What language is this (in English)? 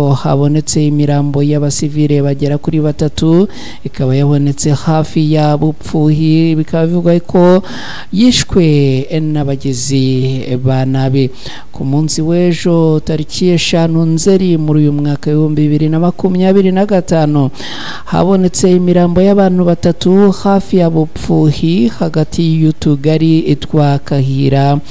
Kinyarwanda